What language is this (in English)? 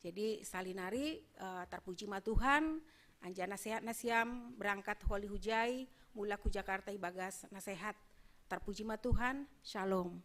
Batak Simalungun